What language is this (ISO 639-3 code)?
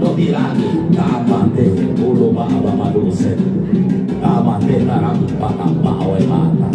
sda